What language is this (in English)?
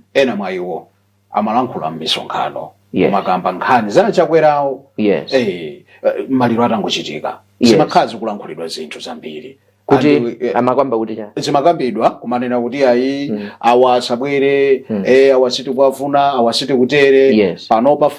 Nyanja